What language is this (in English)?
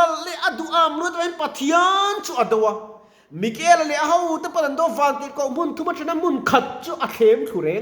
Mizo